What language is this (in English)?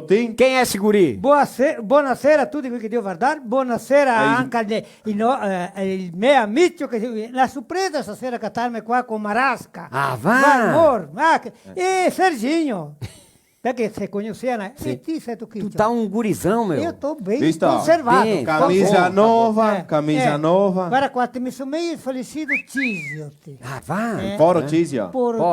Venetian